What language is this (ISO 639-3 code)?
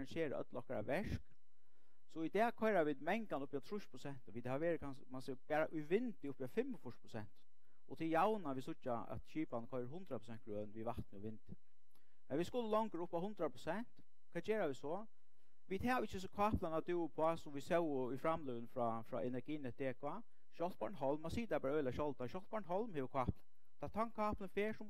fao